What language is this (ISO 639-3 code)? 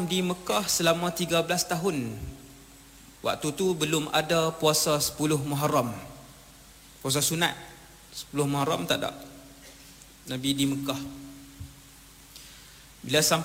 msa